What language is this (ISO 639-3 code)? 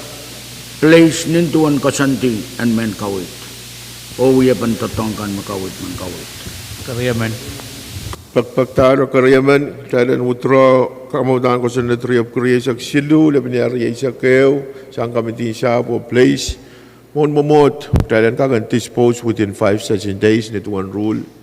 pon